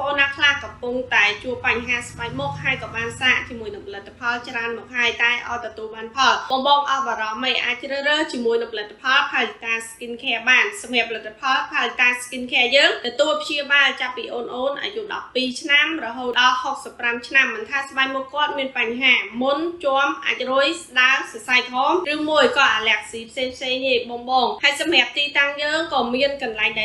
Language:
Khmer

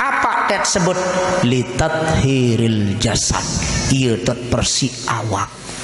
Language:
Sasak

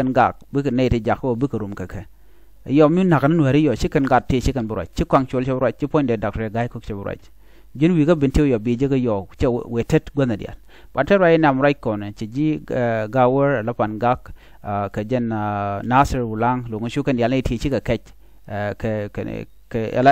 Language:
Nuer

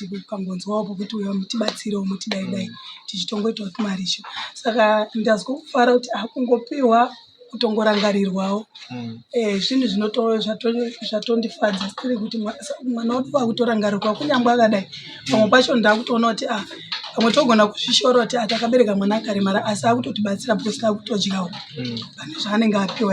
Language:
Shona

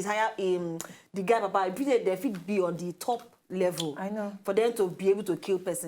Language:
Nigerian Pidgin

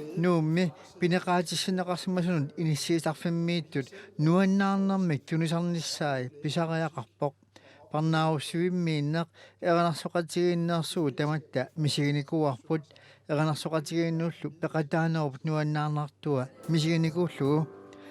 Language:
Kalaallisut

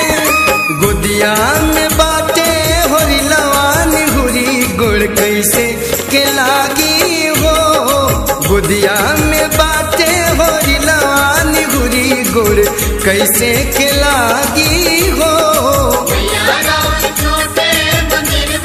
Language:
Bhojpuri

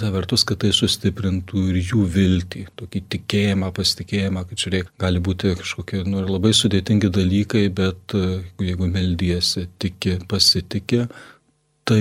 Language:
Lithuanian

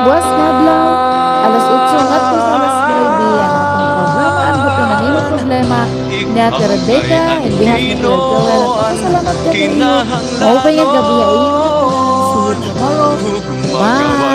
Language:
Waray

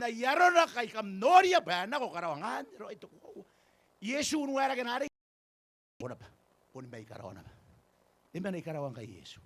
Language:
Gilbertese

